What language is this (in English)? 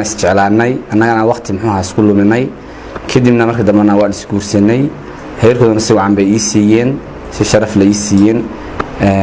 Somali